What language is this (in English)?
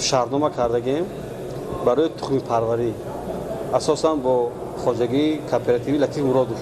Tajik